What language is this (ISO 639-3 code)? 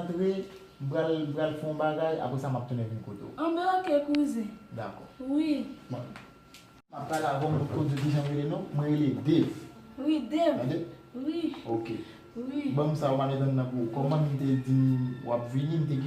hat